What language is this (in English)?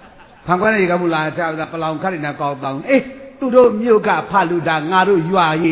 Burmese